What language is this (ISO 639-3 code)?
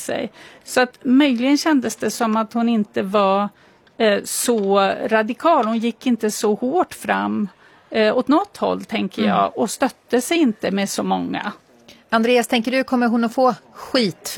swe